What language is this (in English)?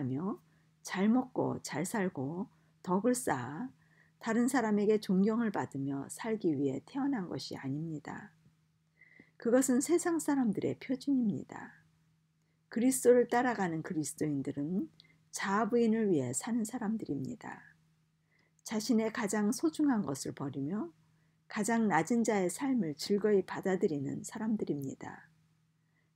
Korean